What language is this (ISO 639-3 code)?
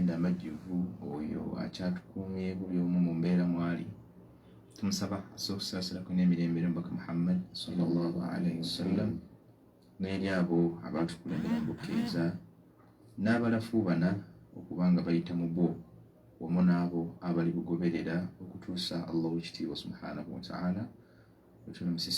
lug